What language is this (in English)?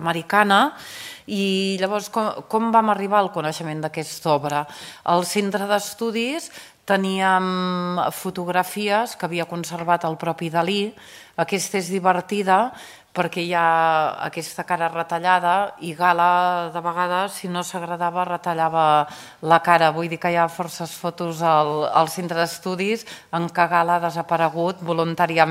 Catalan